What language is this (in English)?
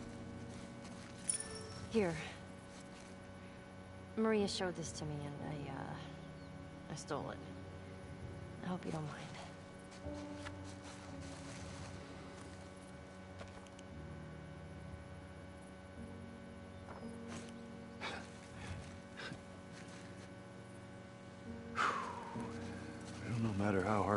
English